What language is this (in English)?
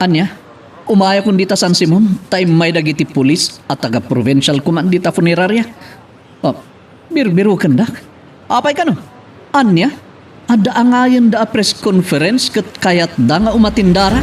Iloko